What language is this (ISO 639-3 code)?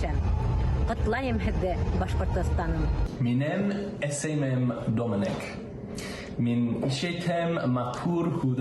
bak